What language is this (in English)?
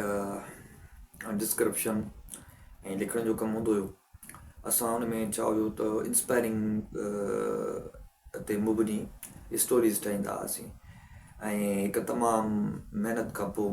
Sindhi